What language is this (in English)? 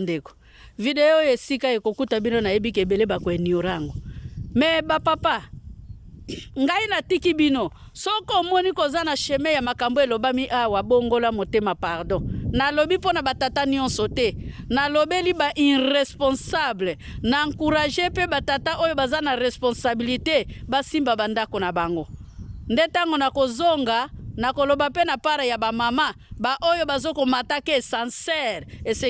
Lingala